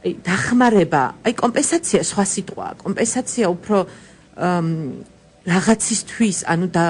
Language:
Georgian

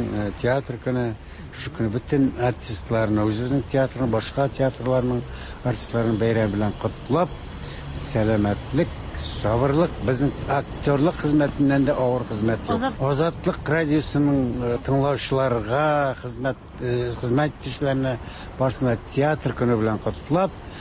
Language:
Tatar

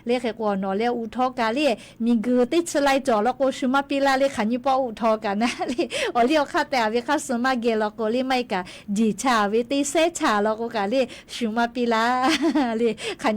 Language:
Lahu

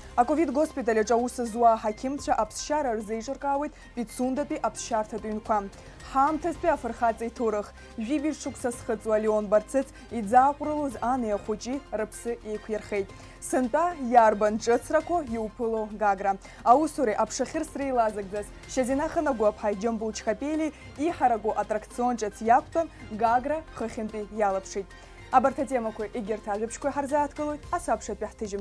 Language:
Abkhazian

